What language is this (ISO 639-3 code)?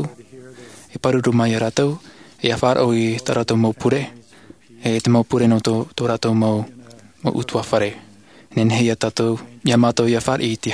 tah